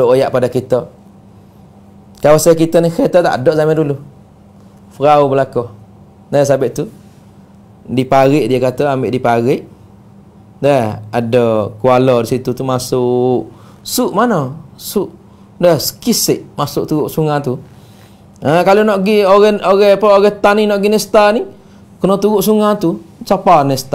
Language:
Malay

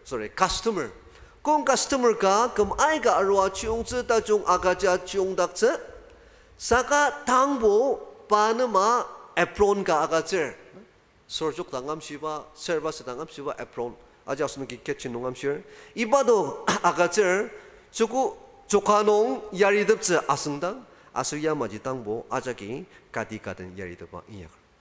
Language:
Ao Naga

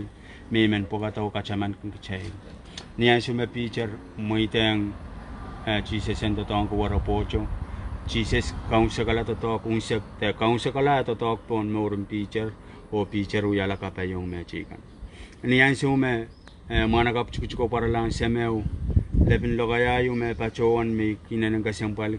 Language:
Pohnpeian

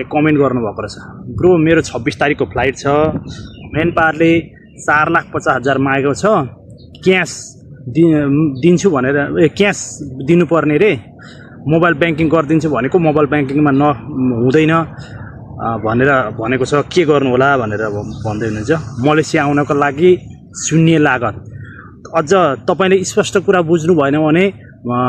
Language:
Nepali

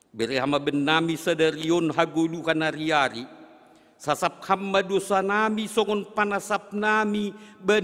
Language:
Batak Simalungun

